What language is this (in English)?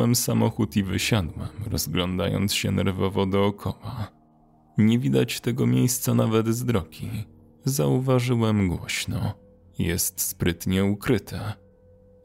Polish